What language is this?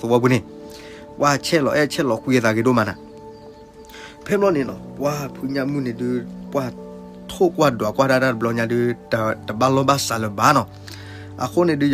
S'gaw Karen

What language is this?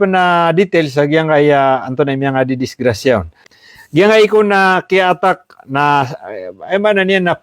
Maranao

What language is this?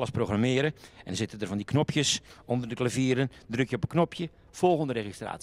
Dutch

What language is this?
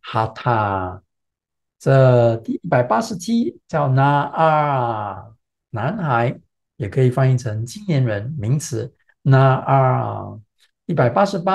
Chinese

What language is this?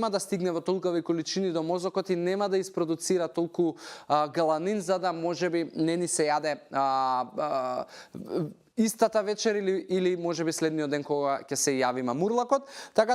Macedonian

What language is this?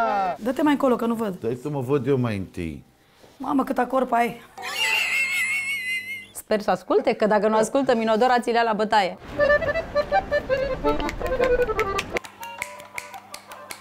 Romanian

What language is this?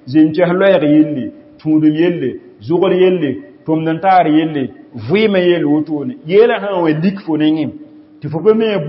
Mossi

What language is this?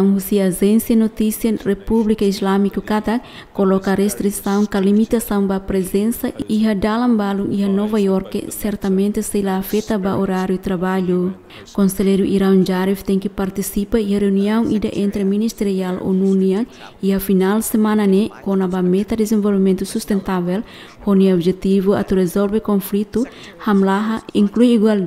Tetum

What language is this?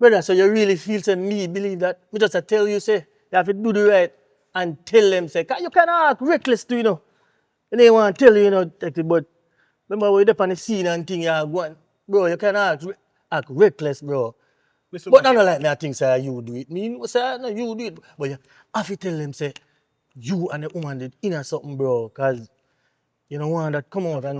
Jamaican Creole English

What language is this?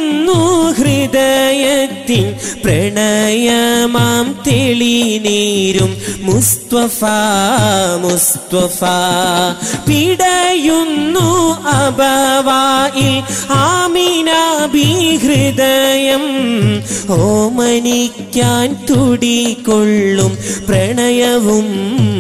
Malayalam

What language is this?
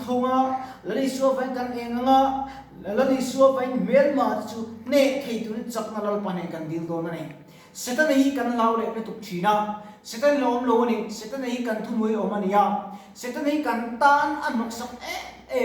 Mizo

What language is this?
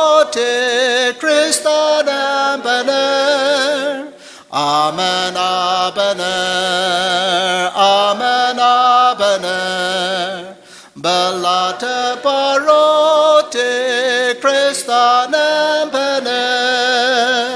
Ao Naga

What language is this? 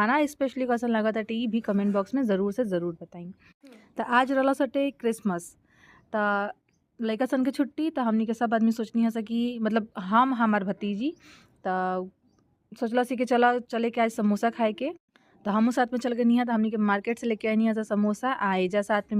Bhojpuri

